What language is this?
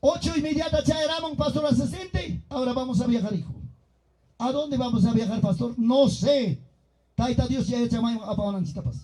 Ayacucho Quechua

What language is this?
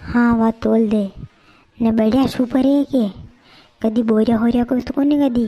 Rajasthani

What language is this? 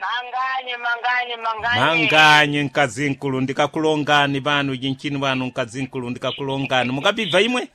Sena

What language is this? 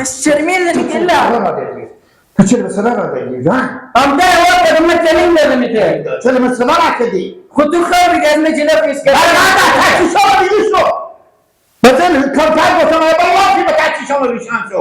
Hazaragi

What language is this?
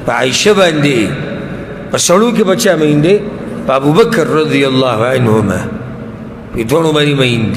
Pashto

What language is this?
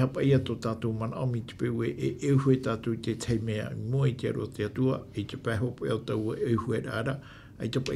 Tahitian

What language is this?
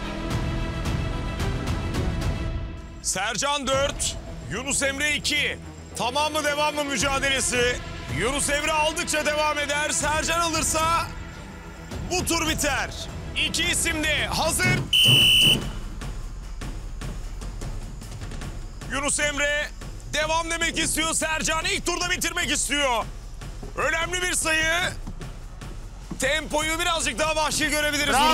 Turkish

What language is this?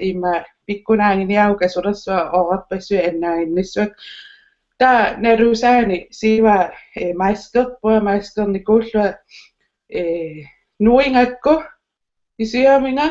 Kalaallisut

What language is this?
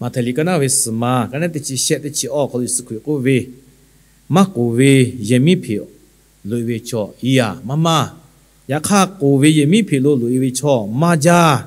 Lahu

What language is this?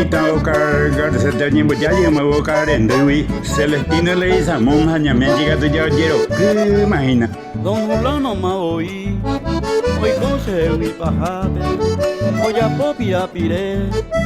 Guarani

